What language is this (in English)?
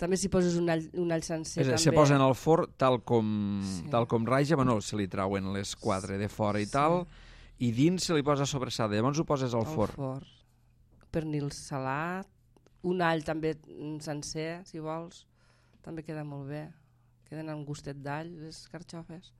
Catalan